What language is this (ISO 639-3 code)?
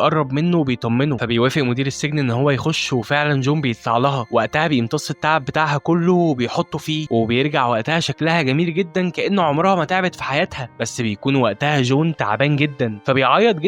arz